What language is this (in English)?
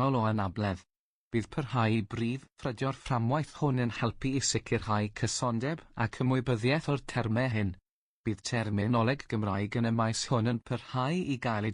Welsh